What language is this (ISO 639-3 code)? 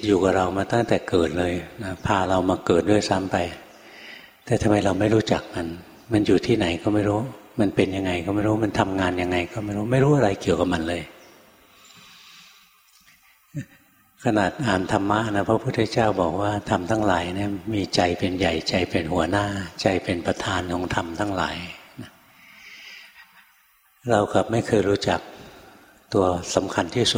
tha